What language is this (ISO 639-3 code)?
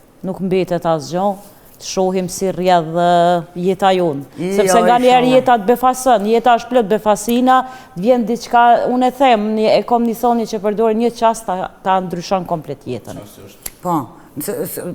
sqi